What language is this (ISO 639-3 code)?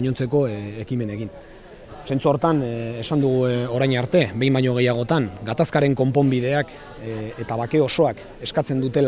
eus